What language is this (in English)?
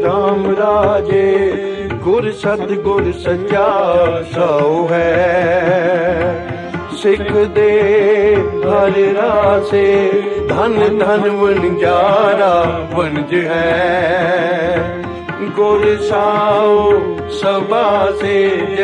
Punjabi